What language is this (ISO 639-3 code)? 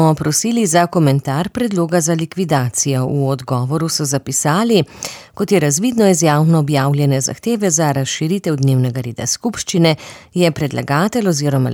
slv